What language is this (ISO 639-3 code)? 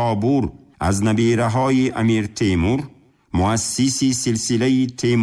tgk